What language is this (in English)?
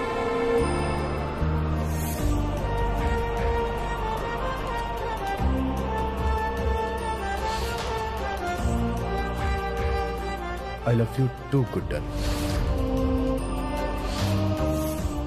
Bhojpuri